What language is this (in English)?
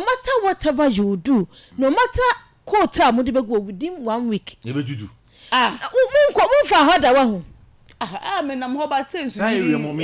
Akan